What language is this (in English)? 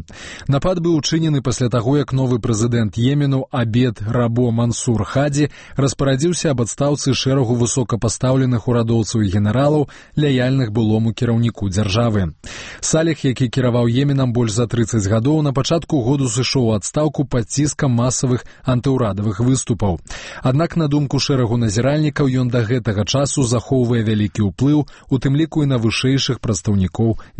Belarusian